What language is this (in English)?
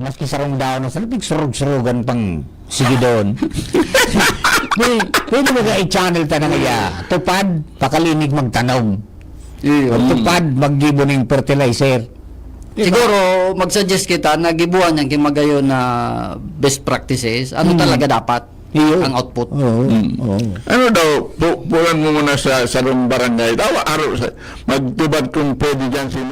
Bikol